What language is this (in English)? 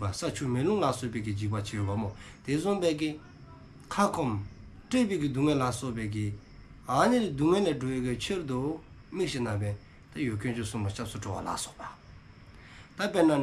Dzongkha